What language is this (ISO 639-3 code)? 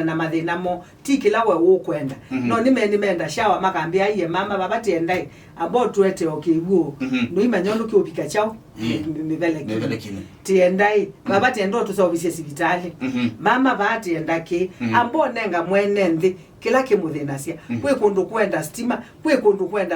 kam